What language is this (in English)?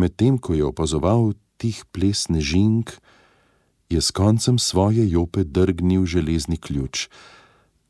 Slovenian